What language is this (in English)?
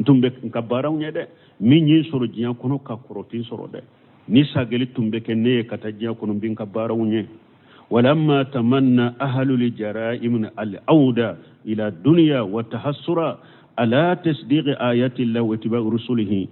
Bambara